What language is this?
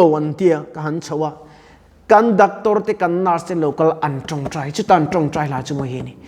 Mizo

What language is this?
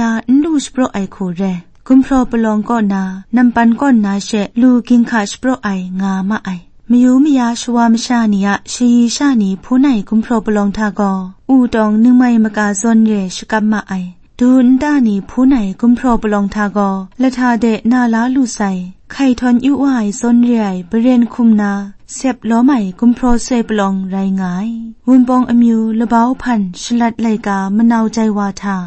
Kachin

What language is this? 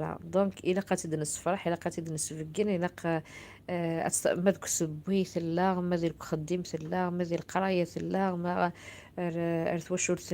Kabyle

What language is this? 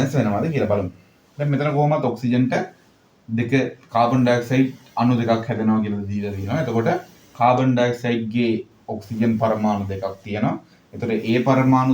Sinhala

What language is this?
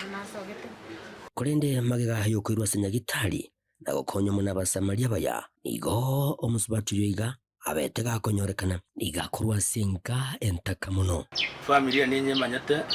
Gusii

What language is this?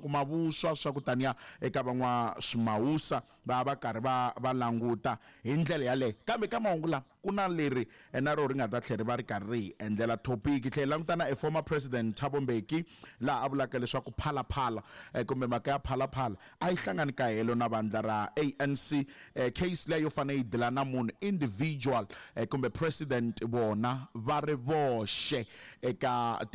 Tsonga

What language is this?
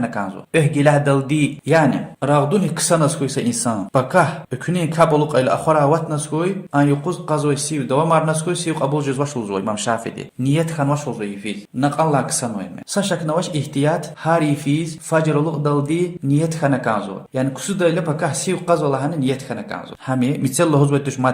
Lezghian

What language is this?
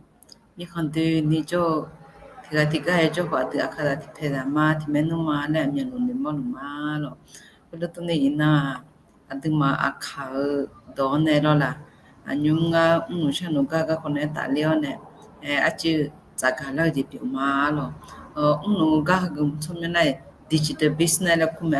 Akha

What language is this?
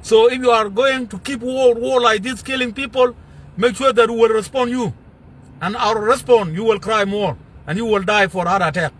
Nuer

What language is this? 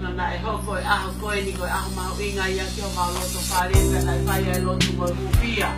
Tongan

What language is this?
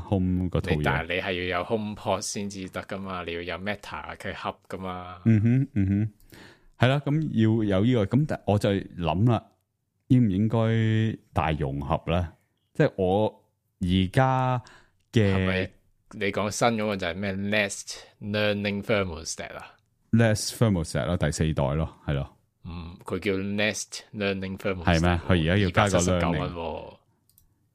Cantonese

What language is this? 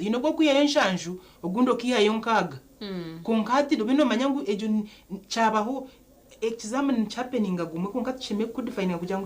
Nyankole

